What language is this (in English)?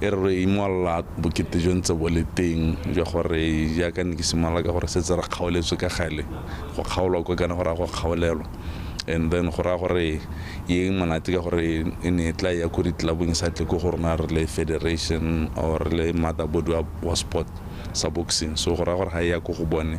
Tswana